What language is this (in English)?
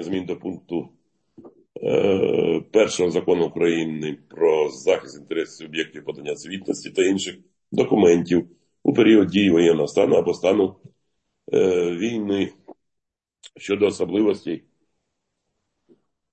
Ukrainian